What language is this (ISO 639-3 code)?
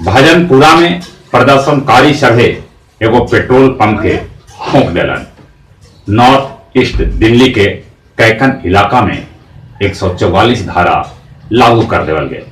mag